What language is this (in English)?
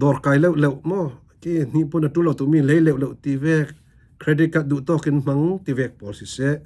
Falam Chin